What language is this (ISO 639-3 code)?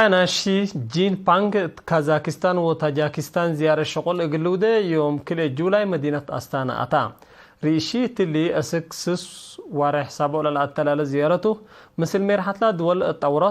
tig